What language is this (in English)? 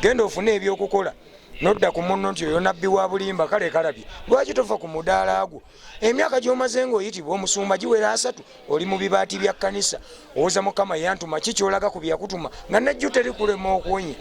Ganda